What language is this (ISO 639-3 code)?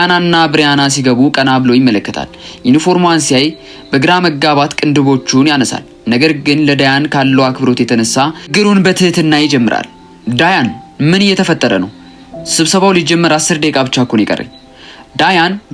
amh